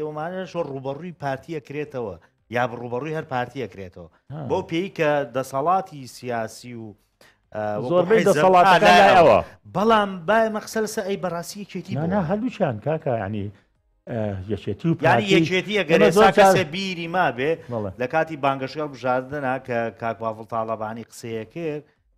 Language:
Central Kurdish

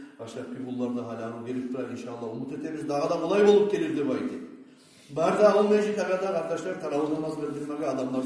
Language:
Kumyk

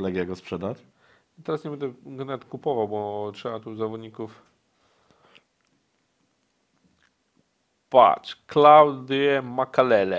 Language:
Polish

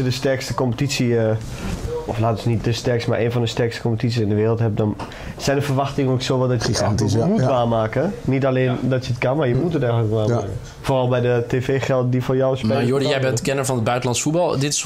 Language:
Dutch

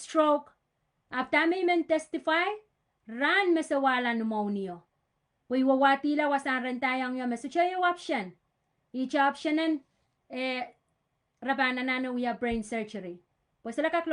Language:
Pohnpeian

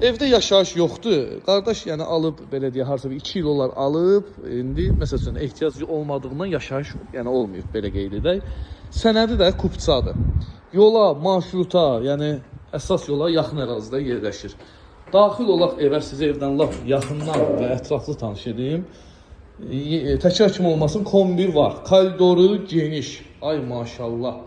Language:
Azerbaijani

